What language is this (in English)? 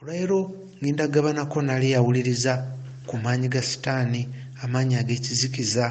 Ganda